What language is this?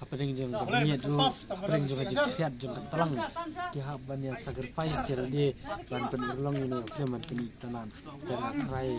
Khasi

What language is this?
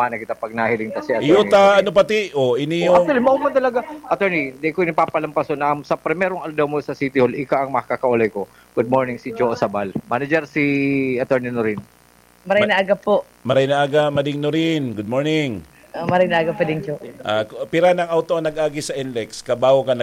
Bikol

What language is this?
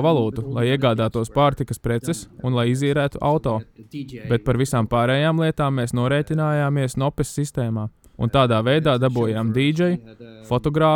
Latvian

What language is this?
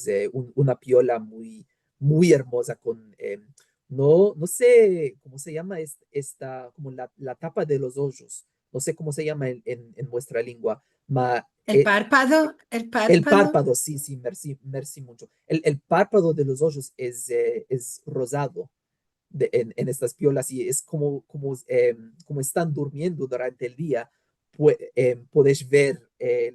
Ladino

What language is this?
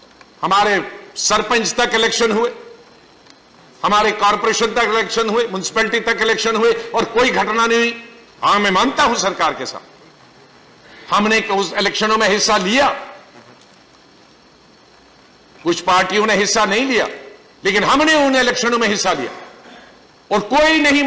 Hindi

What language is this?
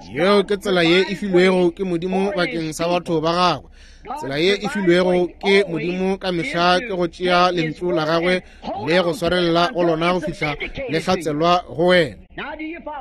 Northern Sotho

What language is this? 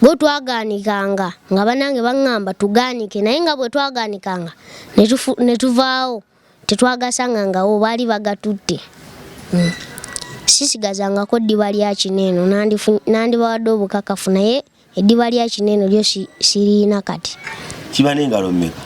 Ganda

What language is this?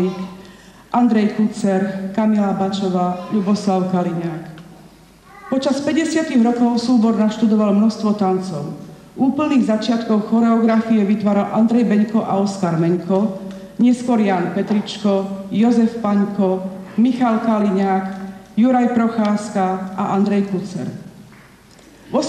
Slovak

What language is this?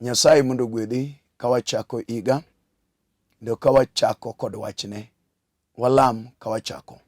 Luo (Kenya and Tanzania)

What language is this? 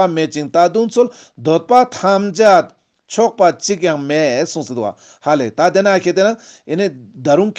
Ladakhi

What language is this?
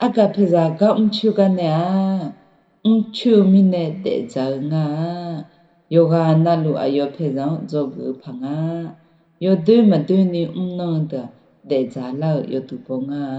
Akha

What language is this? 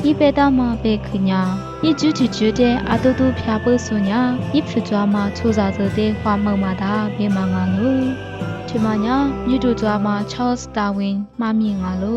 Lisu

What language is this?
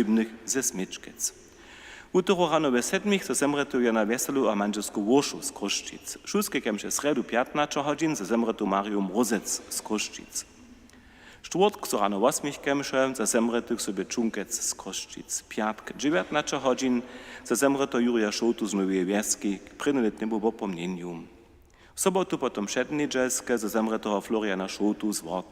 Upper Sorbian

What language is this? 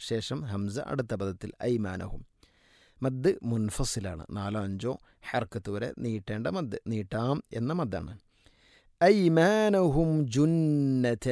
Malayalam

